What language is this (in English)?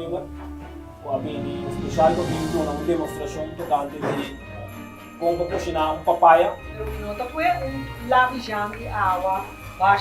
Papiamento